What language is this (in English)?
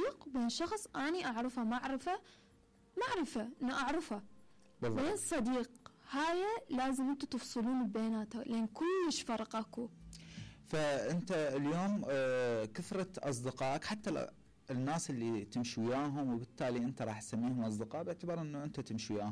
Mesopotamian Arabic